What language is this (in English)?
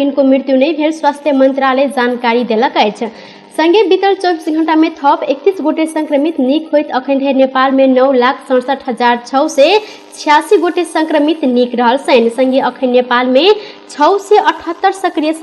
Maithili